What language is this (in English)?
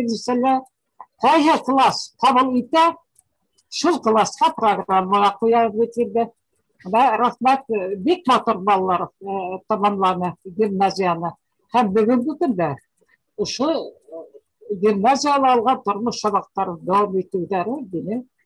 Bashkir